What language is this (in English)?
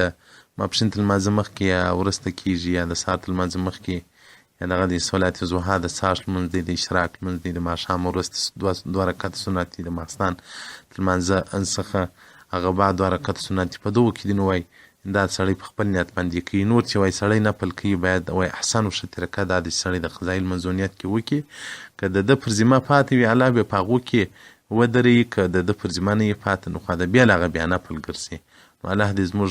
Pashto